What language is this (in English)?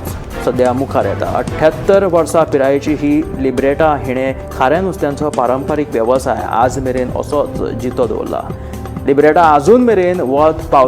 Konkani